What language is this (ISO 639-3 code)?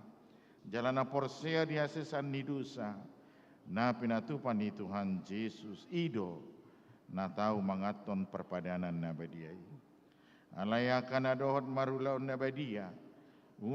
bbc